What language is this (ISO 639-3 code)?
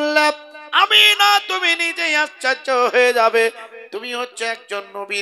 ben